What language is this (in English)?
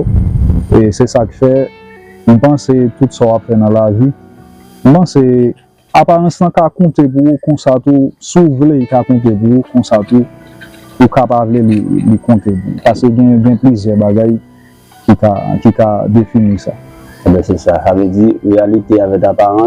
Haitian Creole